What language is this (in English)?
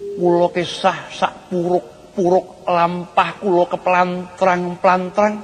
Javanese